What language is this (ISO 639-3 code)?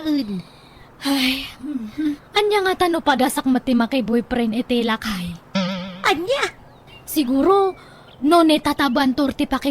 ilo